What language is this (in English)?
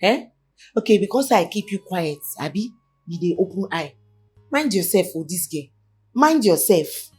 Nigerian Pidgin